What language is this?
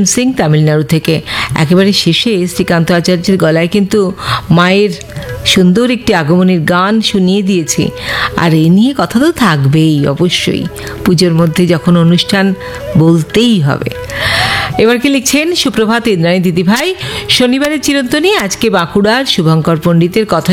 Bangla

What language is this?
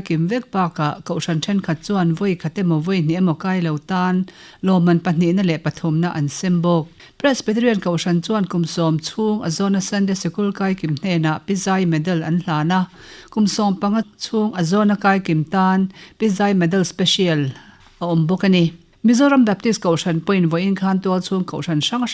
Mizo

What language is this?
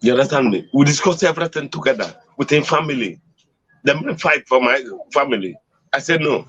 Nigerian Pidgin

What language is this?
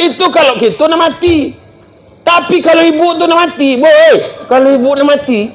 Minangkabau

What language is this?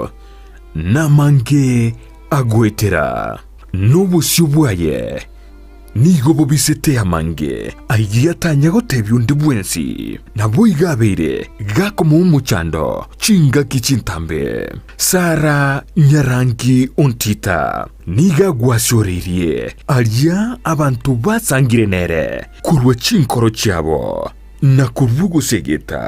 Gusii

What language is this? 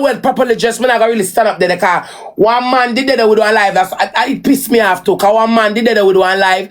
Jamaican Creole English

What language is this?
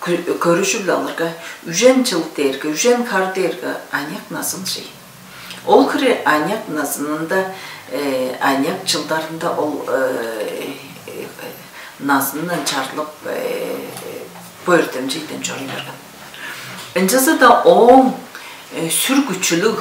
Tuvinian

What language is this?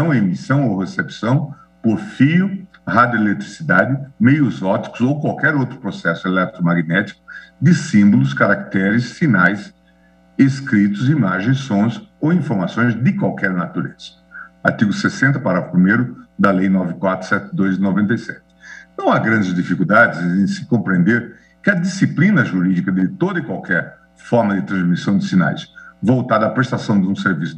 Portuguese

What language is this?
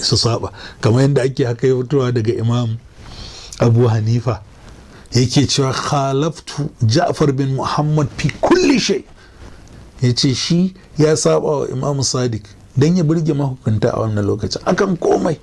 Hausa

